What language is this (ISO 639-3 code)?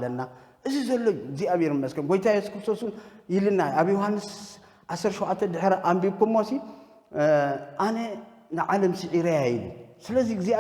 tir